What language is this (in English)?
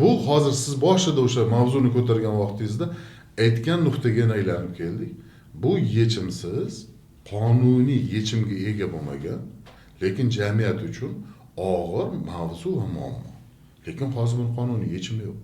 Uzbek